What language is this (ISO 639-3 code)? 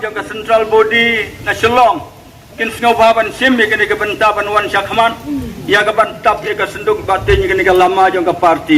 kha